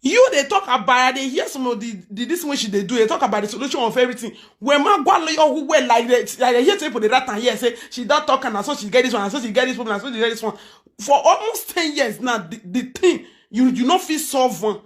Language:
Nigerian Pidgin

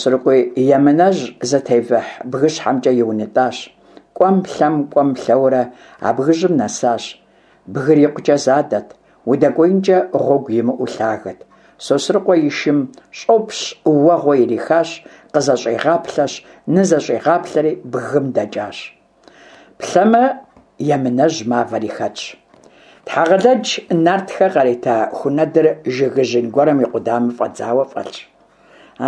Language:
Kabardian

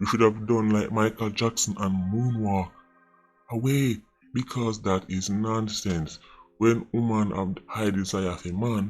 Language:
Jamaican Creole English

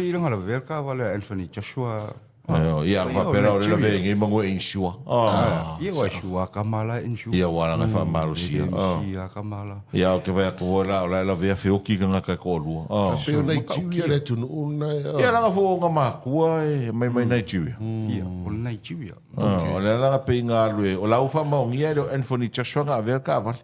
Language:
Samoan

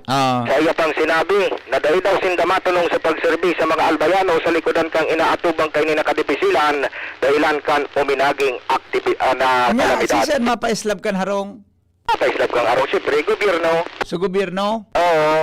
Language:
Bikol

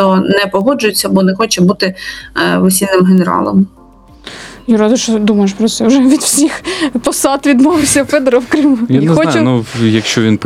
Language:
Ukrainian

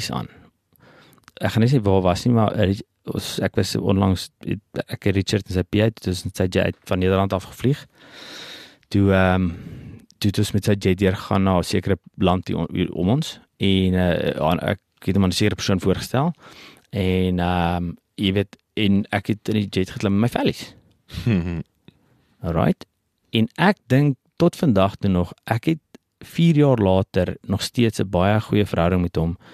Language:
Afrikaans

